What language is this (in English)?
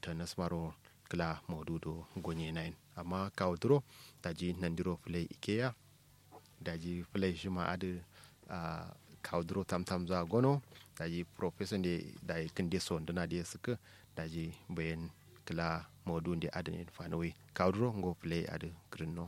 Kanuri